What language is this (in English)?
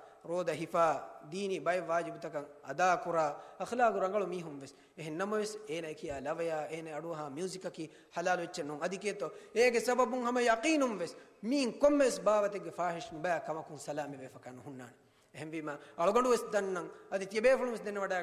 Divehi